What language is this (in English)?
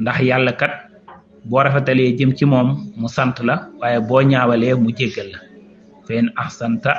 Wolof